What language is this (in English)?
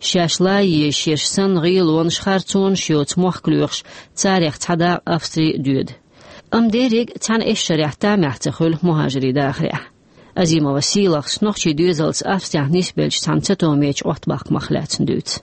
Chechen